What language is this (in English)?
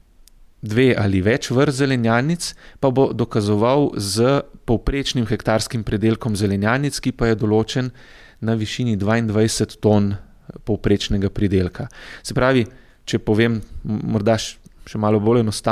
Slovenian